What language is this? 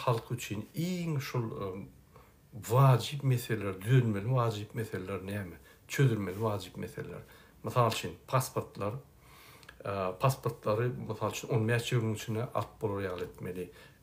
Turkmen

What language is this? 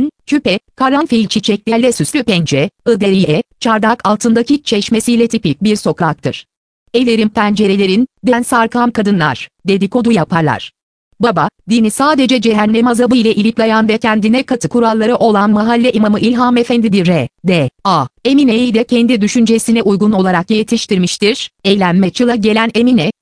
Turkish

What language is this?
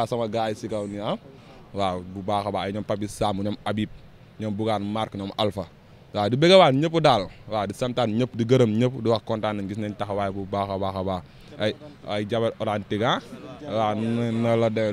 Wolof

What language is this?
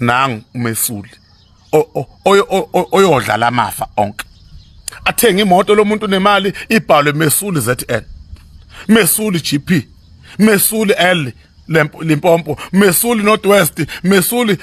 Zulu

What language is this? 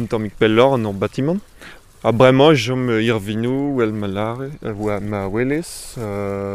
Breton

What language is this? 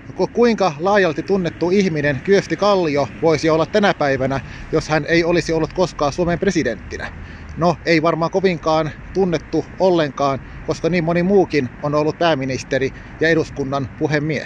Finnish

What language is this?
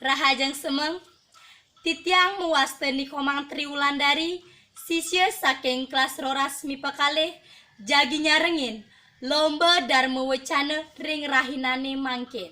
Balinese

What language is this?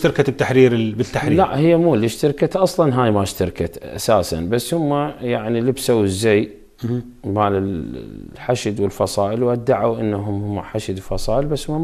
Mesopotamian Arabic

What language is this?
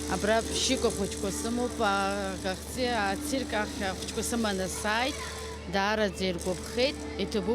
Abkhazian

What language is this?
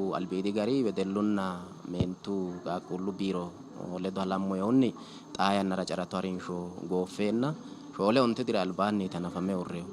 Sidamo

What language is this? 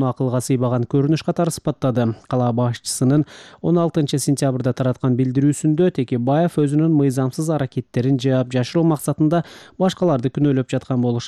Kyrgyz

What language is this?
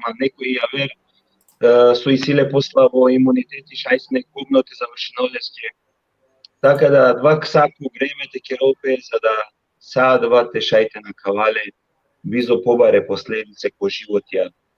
Balkan Romani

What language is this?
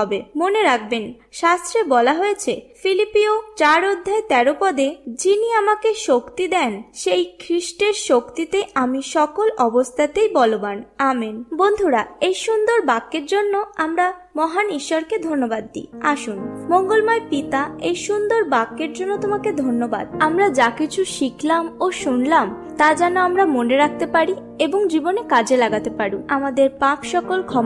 Bangla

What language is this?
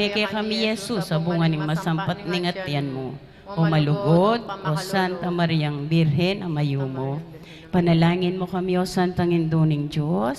Pampanga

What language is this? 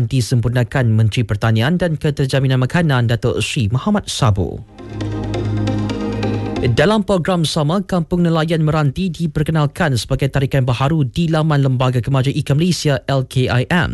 Malay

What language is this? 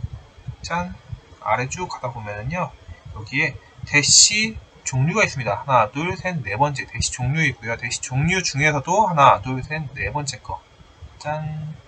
Korean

